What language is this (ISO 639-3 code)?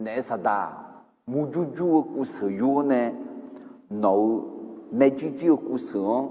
ahk